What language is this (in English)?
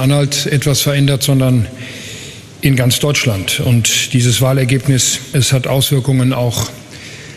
German